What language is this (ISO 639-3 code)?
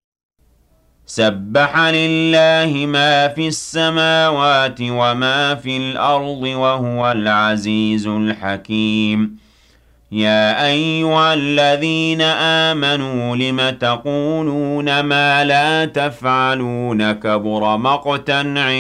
ara